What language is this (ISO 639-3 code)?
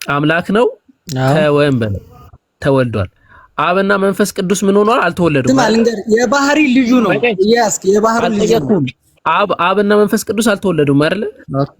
amh